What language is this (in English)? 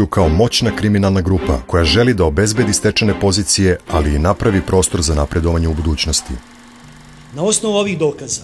Serbian